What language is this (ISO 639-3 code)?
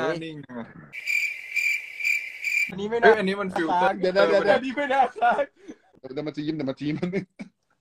tha